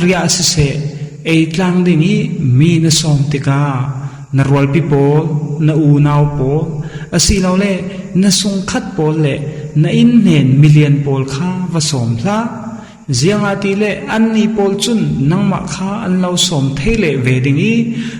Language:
Falam Chin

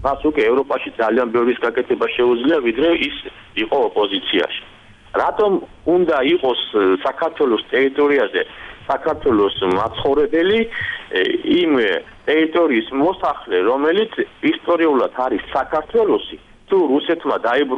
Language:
Georgian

